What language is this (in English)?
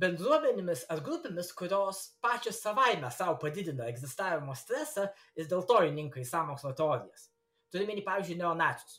Lithuanian